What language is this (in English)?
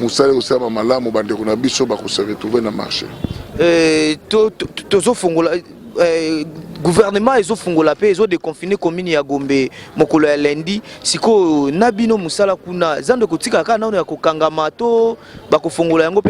Lingala